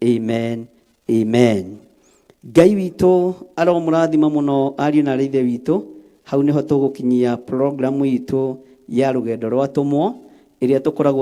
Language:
Kikuyu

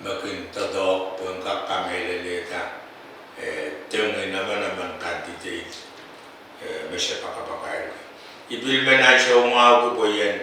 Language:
Pohnpeian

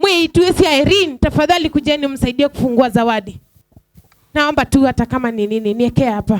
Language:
Kamba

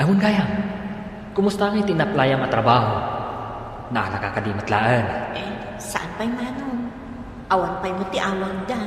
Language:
Iloko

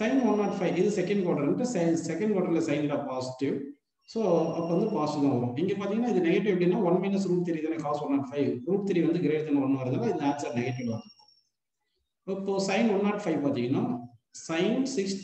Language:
Tamil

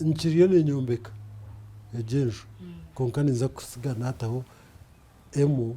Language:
Nyankole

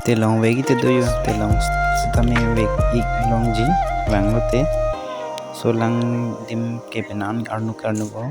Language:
Karbi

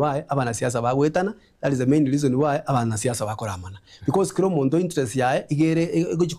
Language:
Gusii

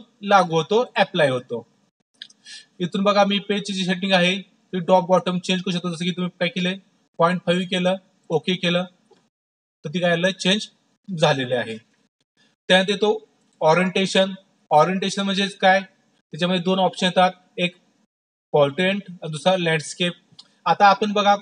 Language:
Marathi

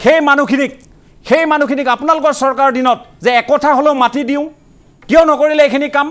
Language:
Assamese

